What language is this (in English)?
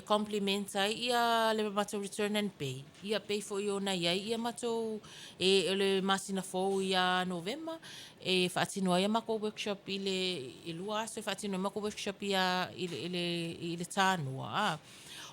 Samoan